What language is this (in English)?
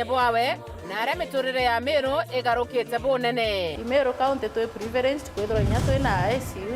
Meru